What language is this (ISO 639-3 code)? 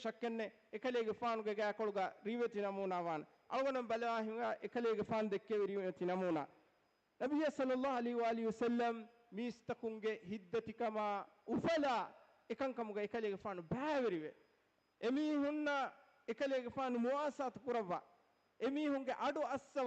div